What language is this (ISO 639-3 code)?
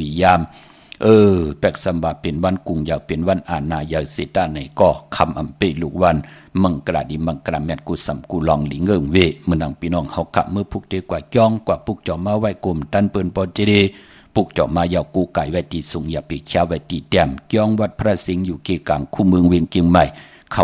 shn